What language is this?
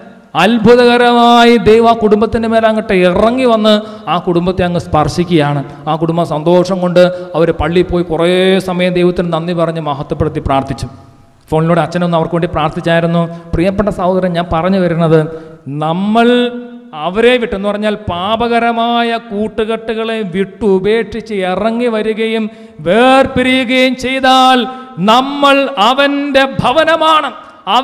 Malayalam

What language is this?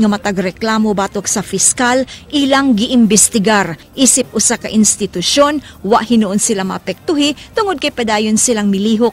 Cebuano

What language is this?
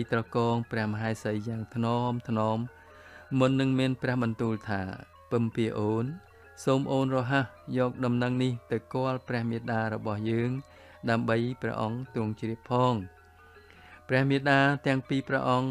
Khmer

